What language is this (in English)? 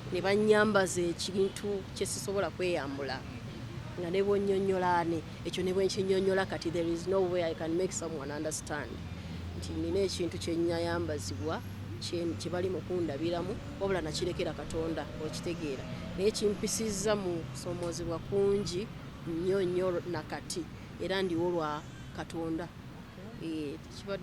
Ganda